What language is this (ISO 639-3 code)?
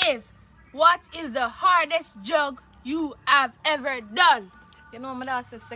jam